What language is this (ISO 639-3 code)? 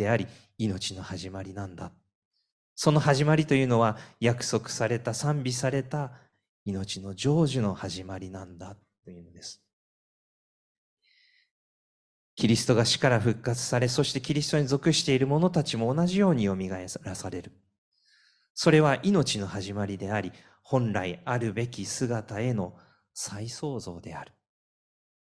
jpn